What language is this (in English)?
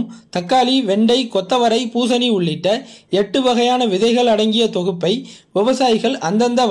Tamil